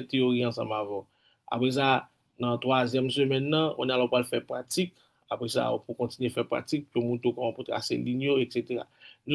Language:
Haitian Creole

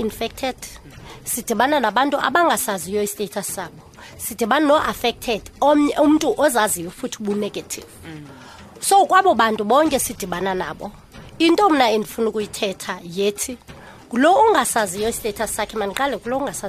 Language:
Xhosa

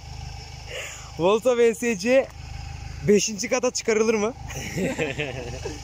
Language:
Turkish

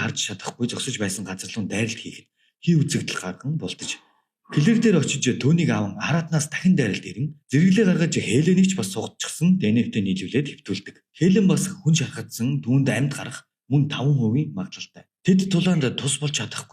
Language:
Mongolian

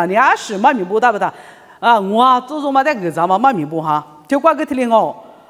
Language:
Lisu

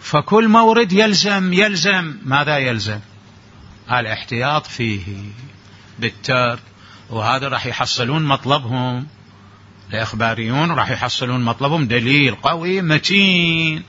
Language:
Mesopotamian Arabic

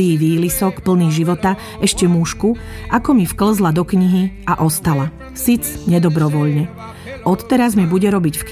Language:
Slovak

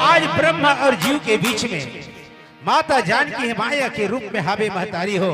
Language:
Chhattisgarhi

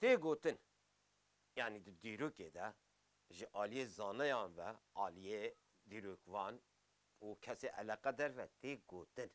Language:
Kurdish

